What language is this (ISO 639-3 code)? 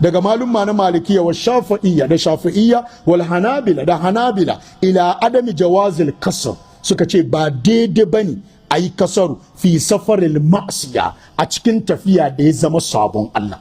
hau